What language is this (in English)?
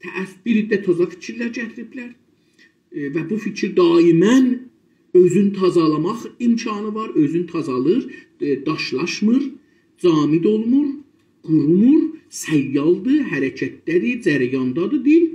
South Azerbaijani